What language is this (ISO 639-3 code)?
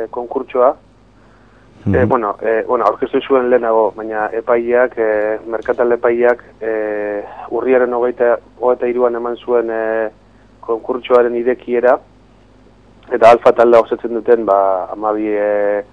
eus